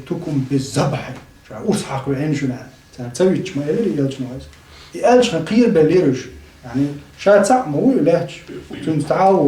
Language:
Chechen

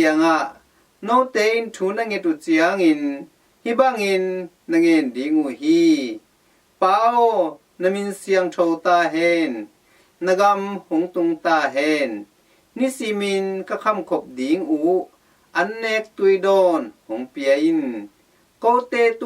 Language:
Tedim Chin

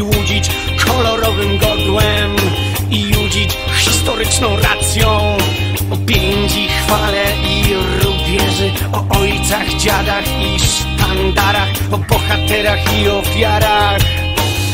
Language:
Polish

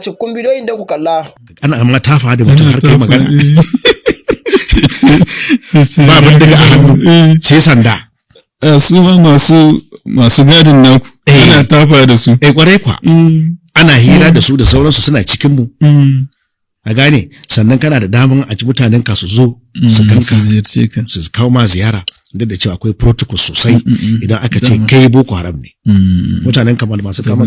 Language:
Hausa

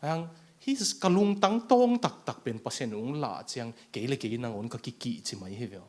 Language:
Tedim Chin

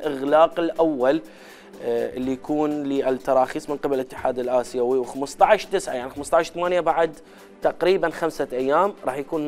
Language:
Mesopotamian Arabic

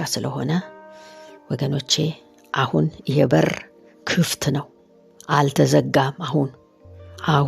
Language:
Amharic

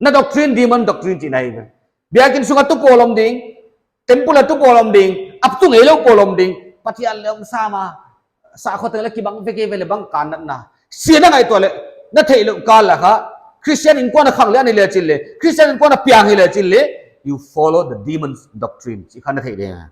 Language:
Paite Chin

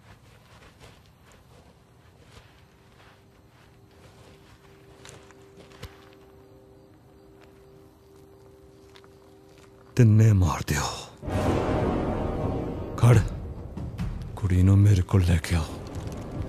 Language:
Punjabi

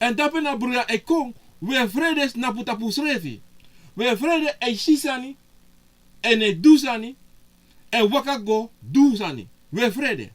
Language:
Sranan Tongo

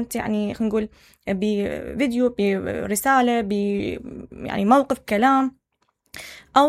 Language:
Mesopotamian Arabic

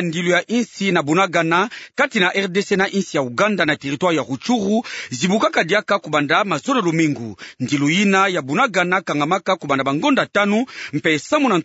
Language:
Kituba (Democratic Republic of Congo)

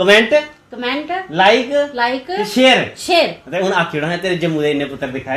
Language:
Dogri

